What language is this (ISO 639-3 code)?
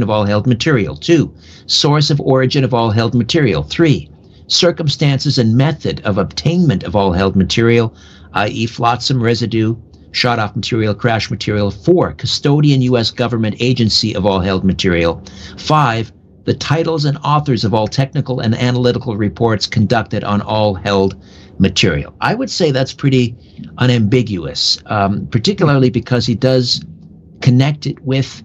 eng